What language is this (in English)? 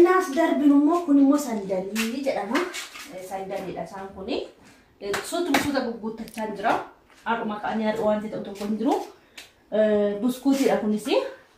Oromo